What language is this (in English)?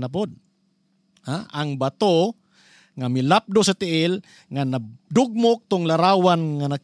Cebuano